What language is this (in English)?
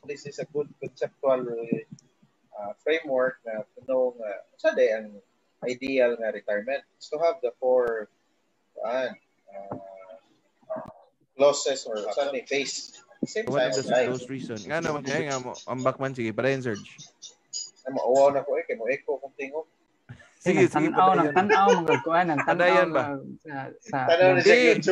Cebuano